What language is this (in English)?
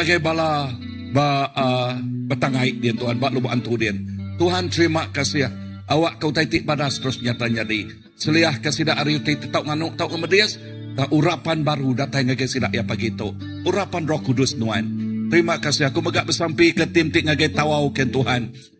Iban